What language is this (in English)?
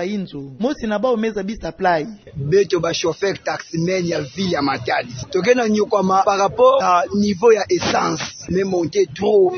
Kituba (Democratic Republic of Congo)